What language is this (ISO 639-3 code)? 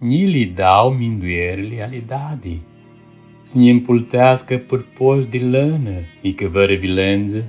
rup